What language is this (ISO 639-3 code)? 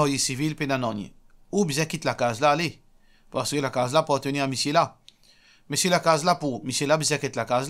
mfe